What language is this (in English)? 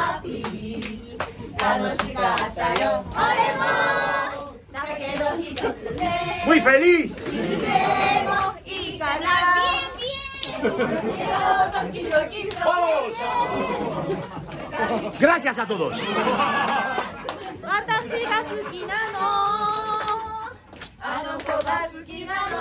Japanese